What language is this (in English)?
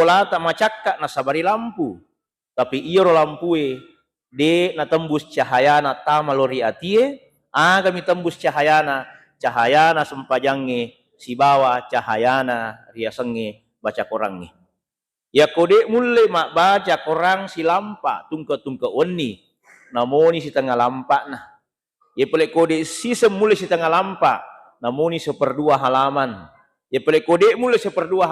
Buginese